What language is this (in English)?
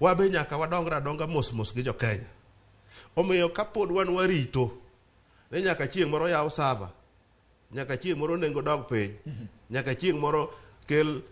Luo (Kenya and Tanzania)